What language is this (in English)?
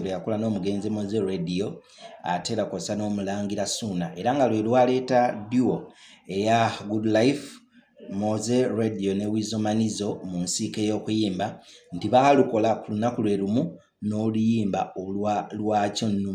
Ganda